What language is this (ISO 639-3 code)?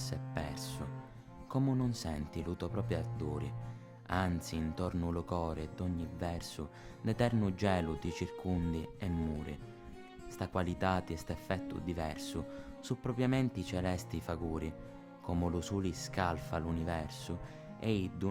scn